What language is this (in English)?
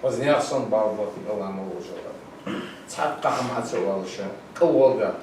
Ingush